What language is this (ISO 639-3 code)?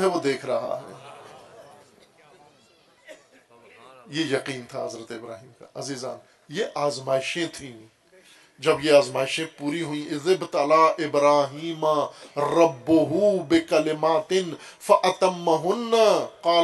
urd